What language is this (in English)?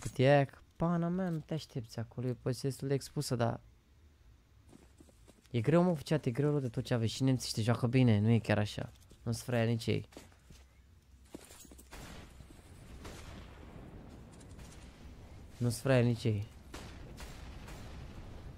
Romanian